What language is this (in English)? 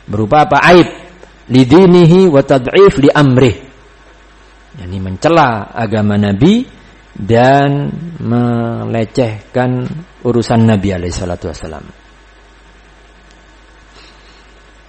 Indonesian